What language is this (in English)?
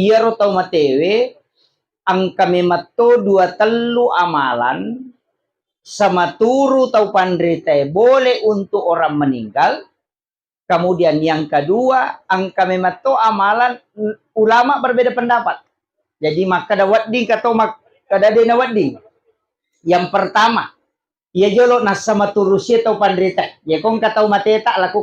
Buginese